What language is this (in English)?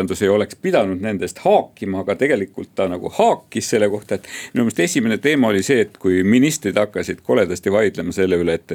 Estonian